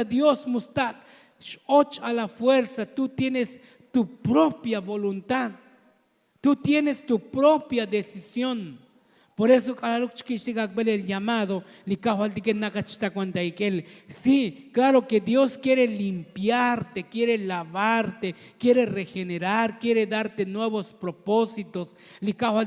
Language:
Tzotzil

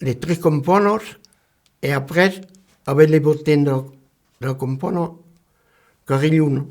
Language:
Occitan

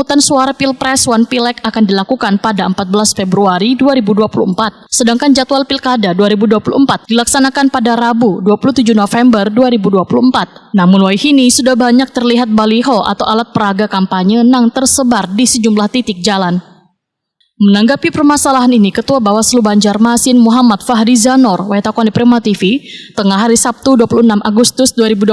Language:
Banjar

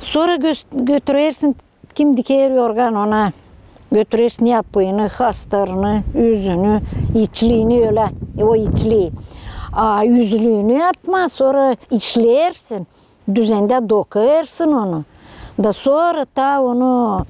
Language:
Gagauz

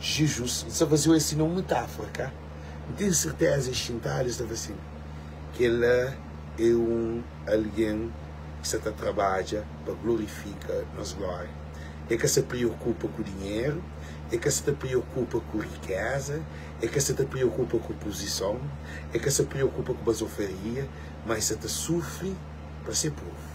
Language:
Kabuverdianu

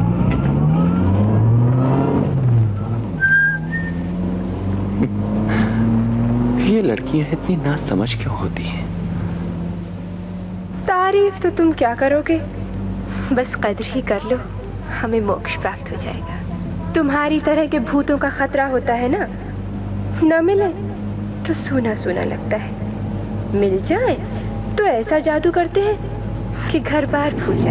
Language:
Hindi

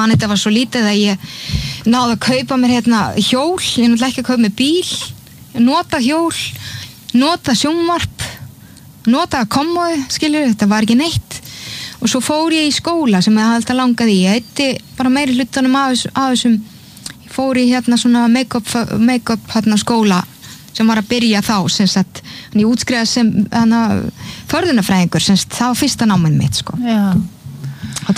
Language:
Icelandic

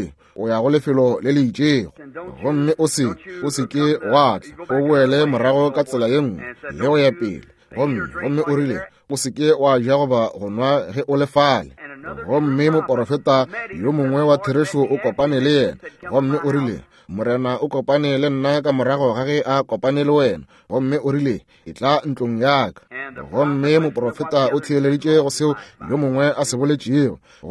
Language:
Northern Sotho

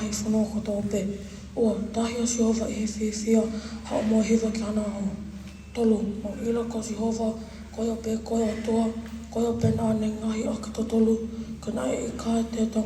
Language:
Tongan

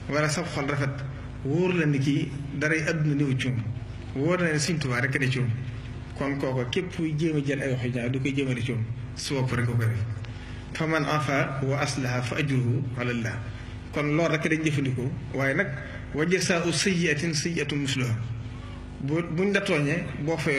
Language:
Wolof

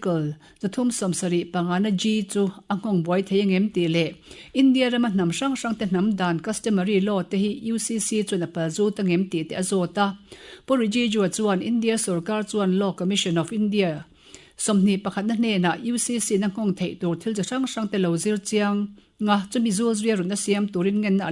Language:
Mizo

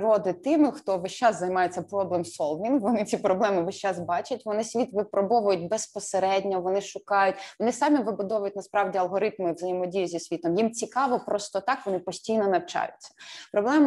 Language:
Ukrainian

